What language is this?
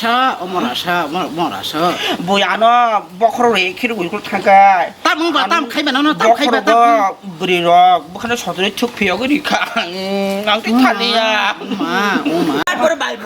Kok Borok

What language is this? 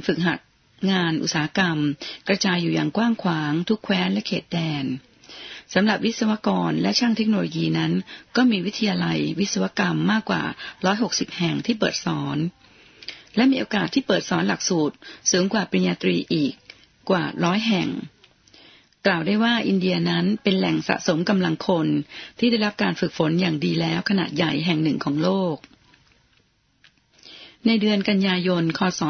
Thai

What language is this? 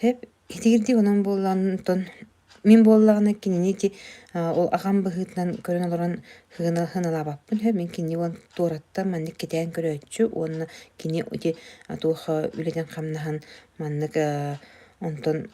Yakut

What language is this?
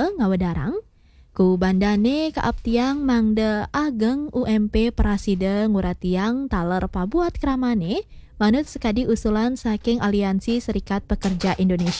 Balinese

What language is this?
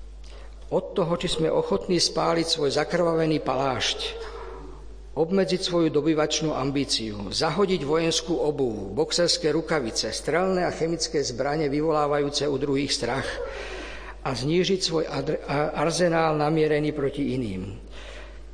Slovak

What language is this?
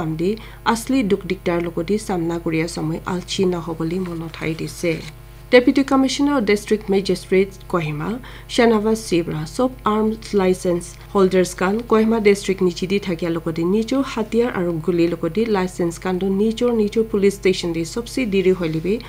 Naga Pidgin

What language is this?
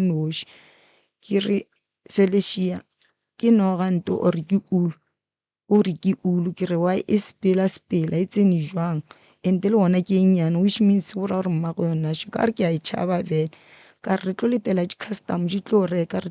Northern Sotho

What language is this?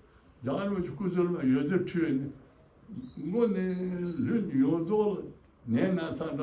Tibetan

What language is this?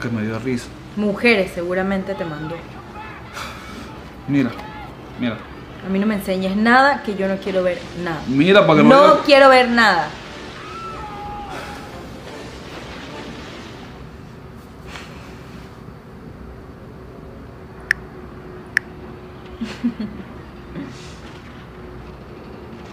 Spanish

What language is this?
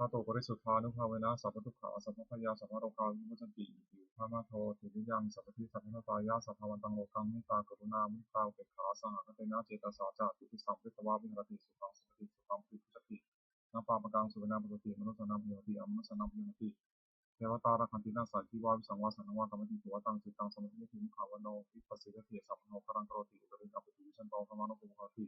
Pali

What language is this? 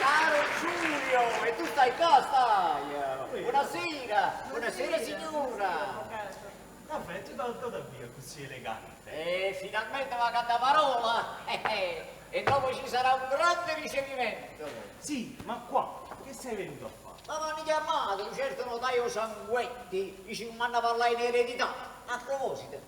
Neapolitan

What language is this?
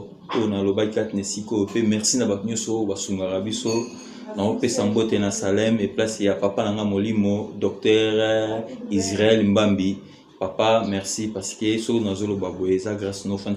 Lingala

